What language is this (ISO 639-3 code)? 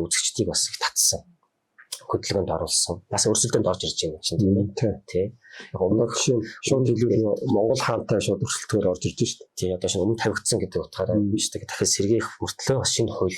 mon